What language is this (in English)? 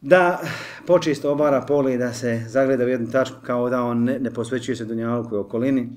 Bosnian